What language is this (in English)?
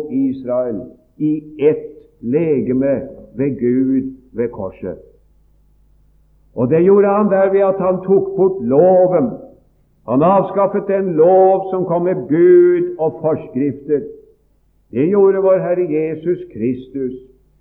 Norwegian